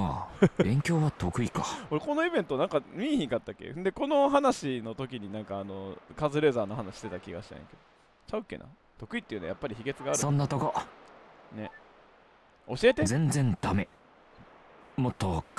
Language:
Japanese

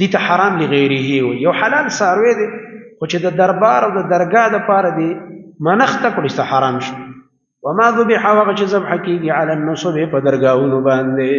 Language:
Pashto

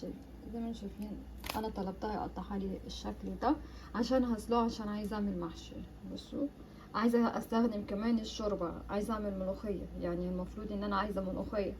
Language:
Egyptian Arabic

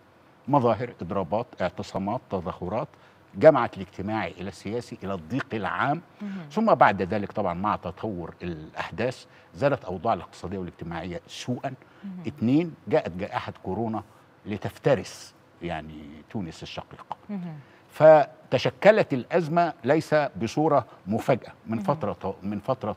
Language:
Arabic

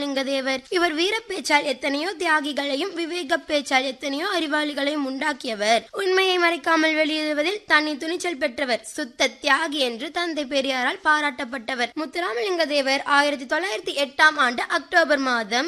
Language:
Tamil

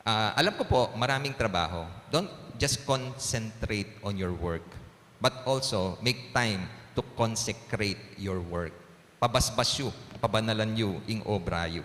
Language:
Pampanga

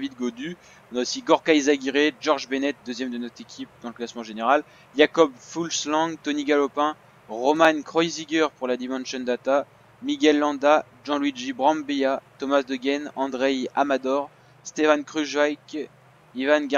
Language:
French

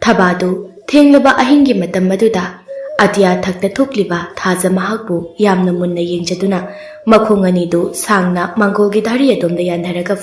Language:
Manipuri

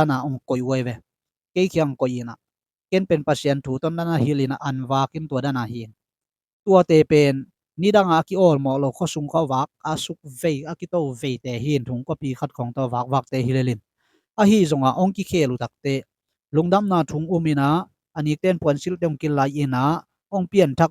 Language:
Tedim Chin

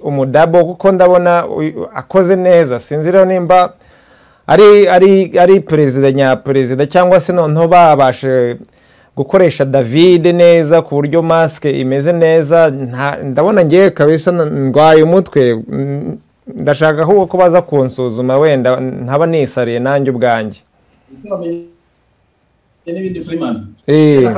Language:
Kinyarwanda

